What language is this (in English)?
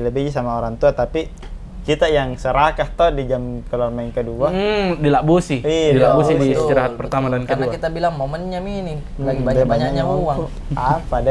Makassar Malay